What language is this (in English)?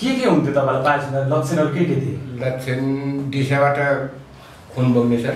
Nepali